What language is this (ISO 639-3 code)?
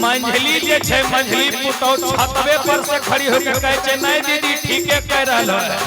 mag